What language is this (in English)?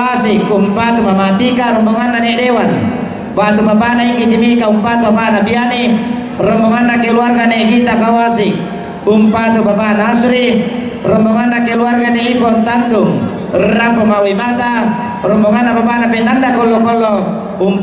Toraja-Sa'dan